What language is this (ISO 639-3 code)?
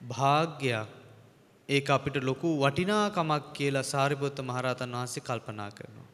sin